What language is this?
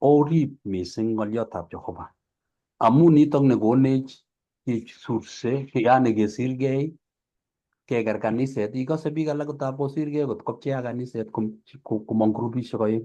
Kalenjin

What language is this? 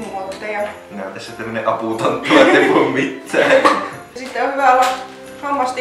Finnish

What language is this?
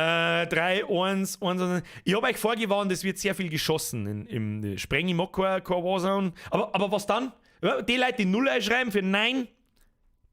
Bavarian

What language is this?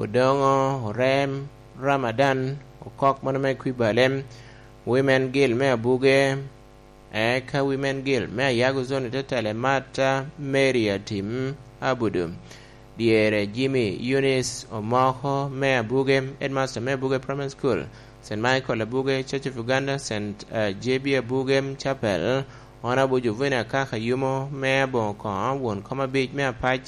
Lango (Uganda)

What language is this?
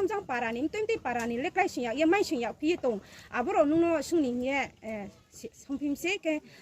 Riang (India)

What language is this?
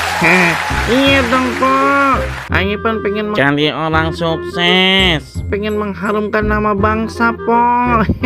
Betawi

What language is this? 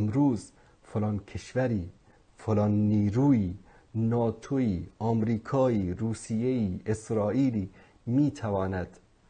Persian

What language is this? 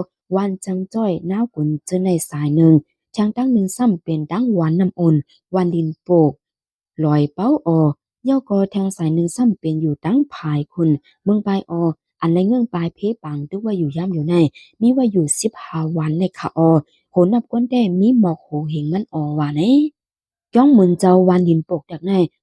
Shan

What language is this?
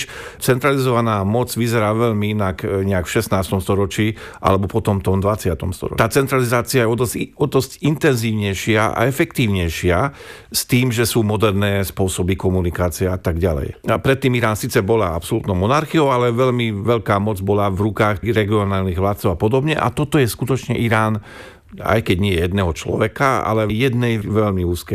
Slovak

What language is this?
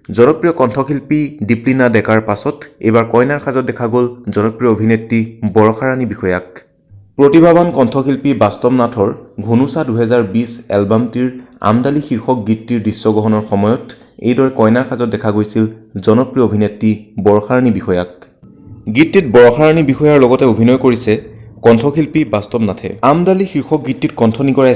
Assamese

